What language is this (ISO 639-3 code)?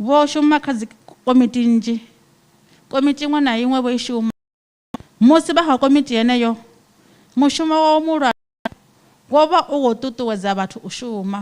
ven